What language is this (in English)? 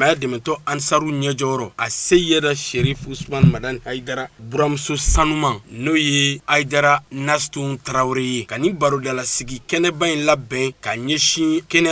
Bambara